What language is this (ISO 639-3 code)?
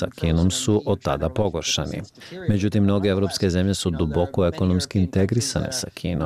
srp